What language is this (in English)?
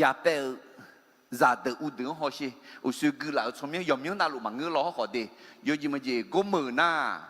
Akha